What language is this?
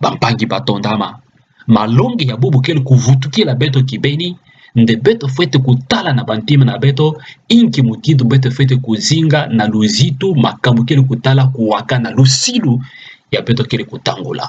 Kituba (Democratic Republic of Congo)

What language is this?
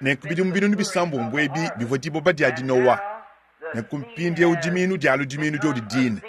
Luba-Lulua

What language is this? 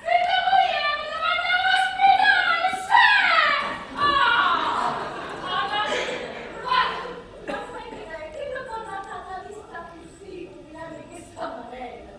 Neapolitan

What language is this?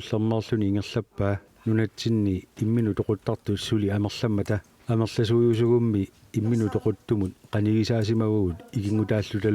Kalaallisut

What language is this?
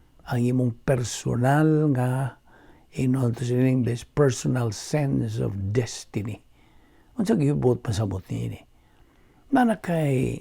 Cebuano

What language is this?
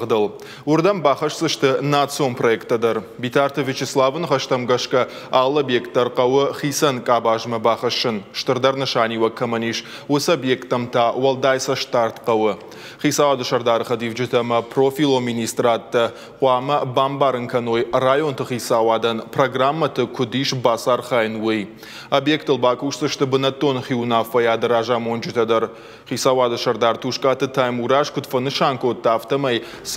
Ossetic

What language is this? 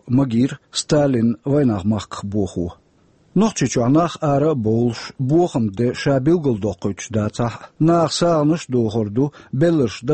Chechen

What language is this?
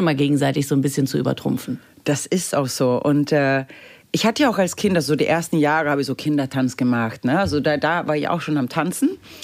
German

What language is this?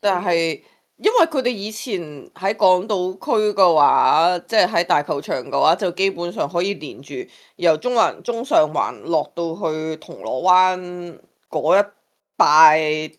Cantonese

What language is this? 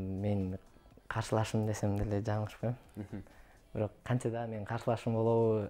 Kyrgyz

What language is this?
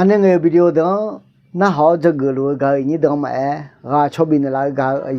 Akha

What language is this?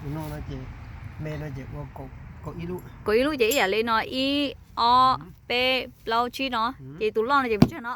Hmong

